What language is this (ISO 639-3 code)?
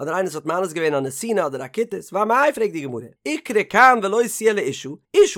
yid